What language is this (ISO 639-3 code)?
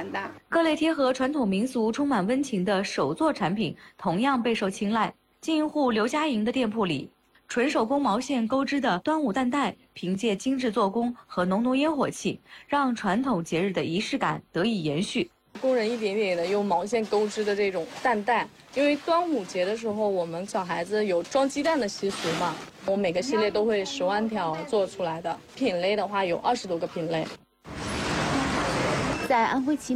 zho